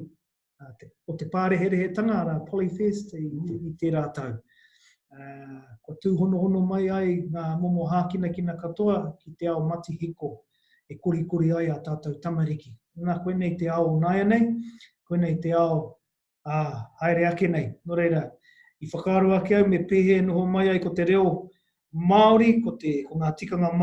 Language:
Māori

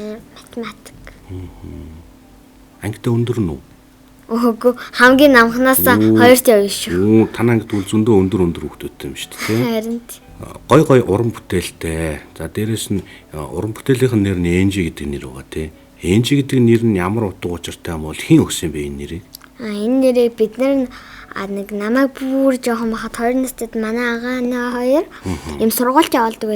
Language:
Mongolian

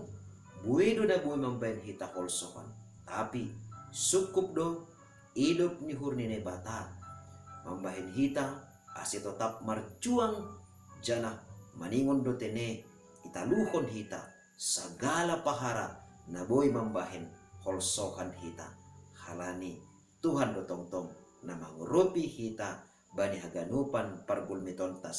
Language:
Batak Simalungun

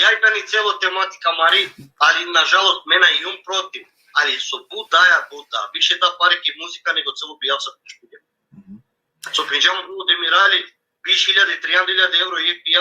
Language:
Balkan Romani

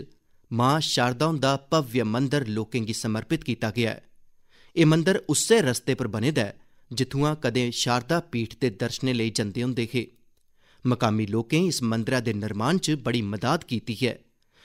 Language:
Dogri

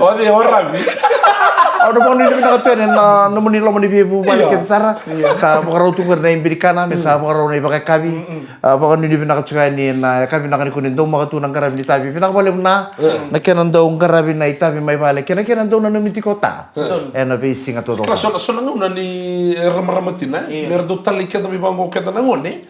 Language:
Fijian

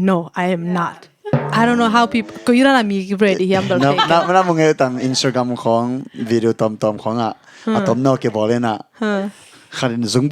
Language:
Tedim Chin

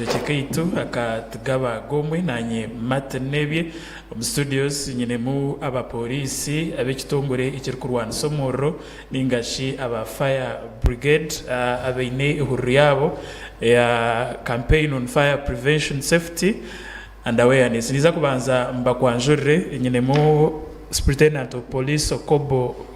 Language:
Nyankole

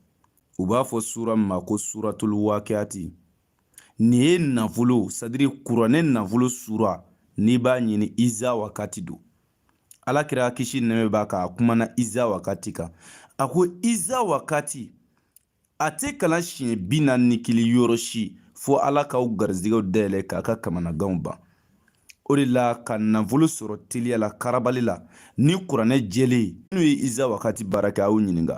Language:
Bambara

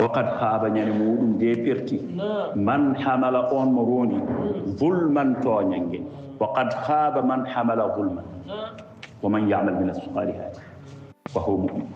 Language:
Fula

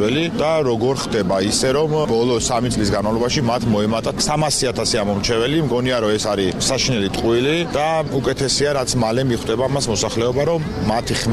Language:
Georgian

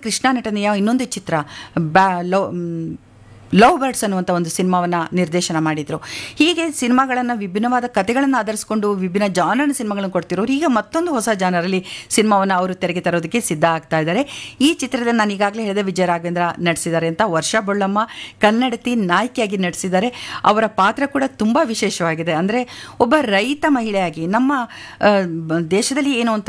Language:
Kannada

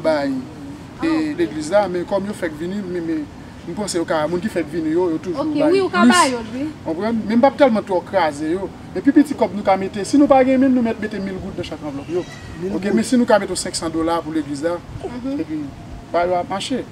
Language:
Haitian Creole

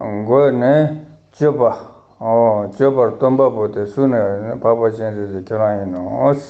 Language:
Ladakhi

